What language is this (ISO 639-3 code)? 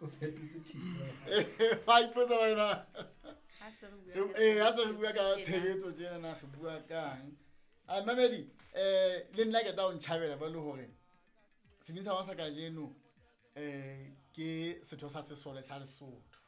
sot